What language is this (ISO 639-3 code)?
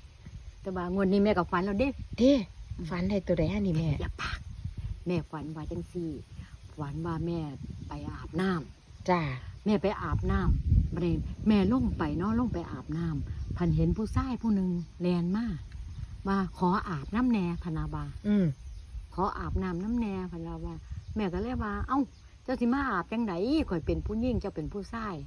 tts